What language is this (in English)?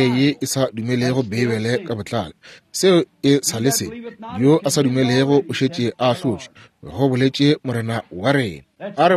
Northern Sotho